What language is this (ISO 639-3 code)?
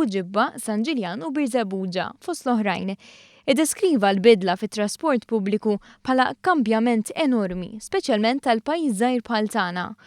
mlt